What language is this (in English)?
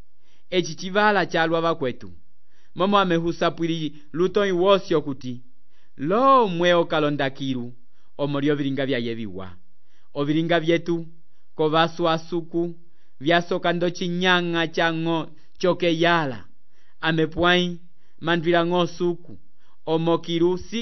Umbundu